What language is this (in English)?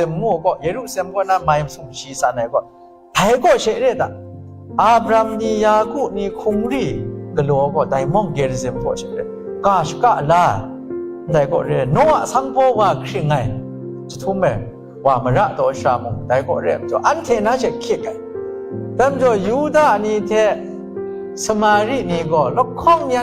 Kachin